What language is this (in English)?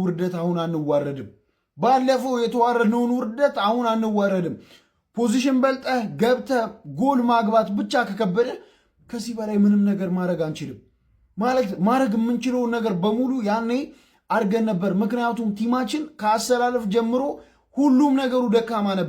Amharic